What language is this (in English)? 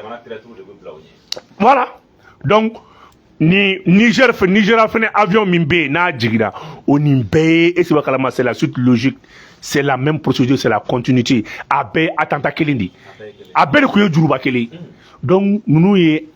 Bambara